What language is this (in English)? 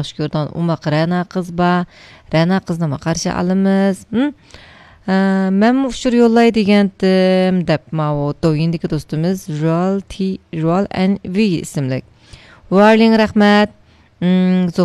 Uyghur